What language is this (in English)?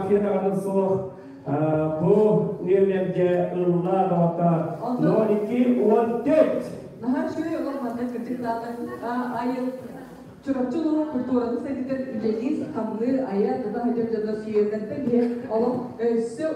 Yakut